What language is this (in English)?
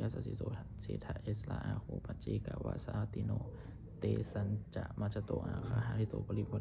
Pali